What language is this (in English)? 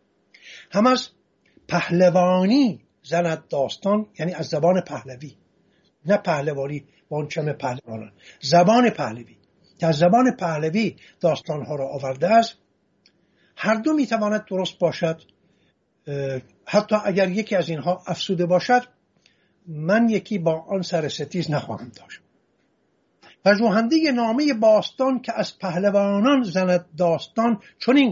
Persian